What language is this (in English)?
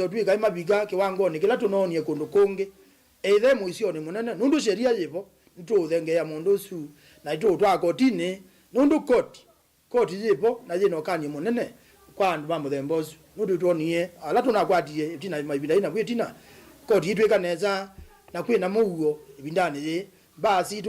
Kamba